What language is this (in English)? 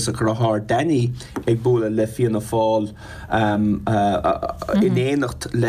Irish